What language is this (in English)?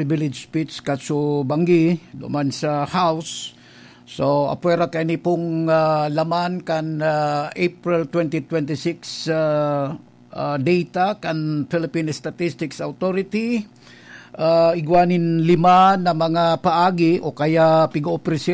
Bikol